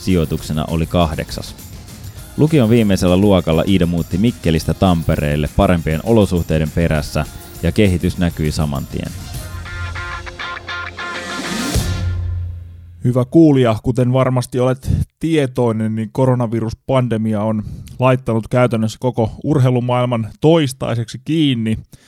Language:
Finnish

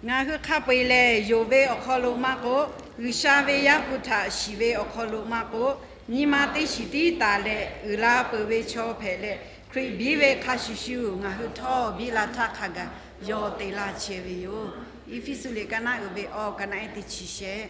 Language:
Lahu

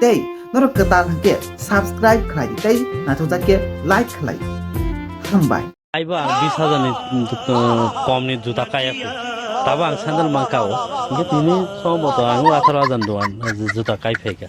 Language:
Kok Borok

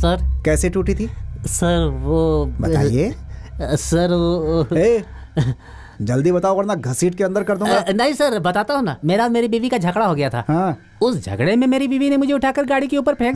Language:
Hindi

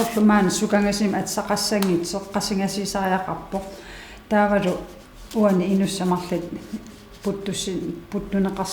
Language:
Kalaallisut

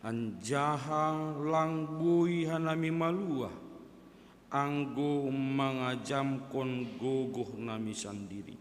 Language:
Batak Simalungun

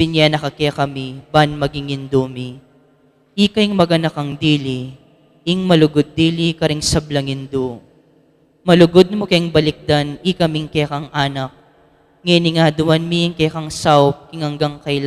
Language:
Pampanga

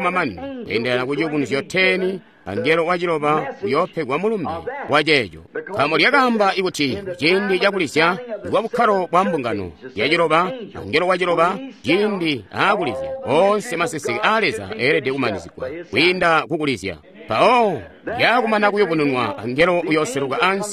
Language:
Tonga (Zambia)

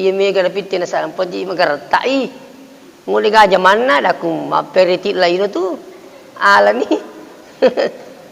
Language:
Buginese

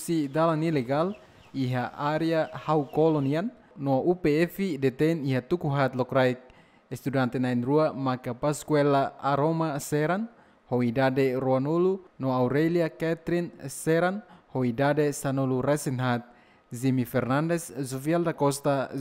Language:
Tetum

